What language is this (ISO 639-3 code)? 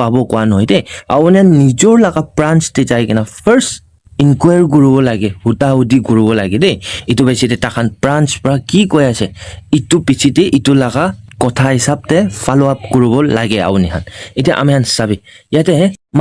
nag